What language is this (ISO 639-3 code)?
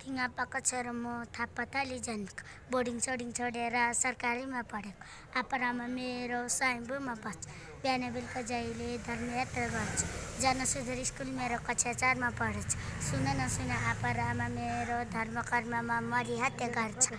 nep